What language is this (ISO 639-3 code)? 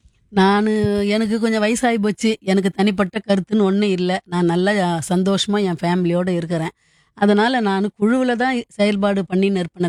tam